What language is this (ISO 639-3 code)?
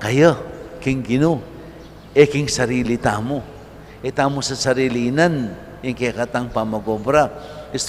pam